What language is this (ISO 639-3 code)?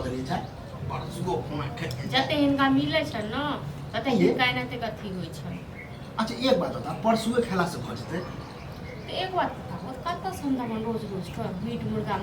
mai